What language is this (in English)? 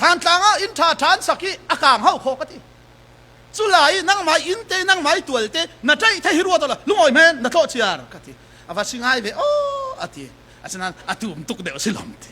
Falam Chin